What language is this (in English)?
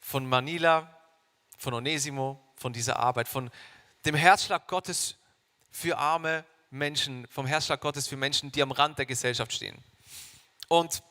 Swiss German